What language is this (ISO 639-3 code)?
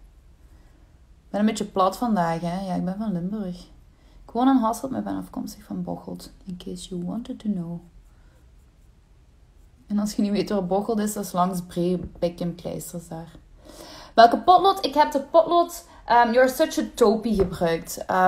nld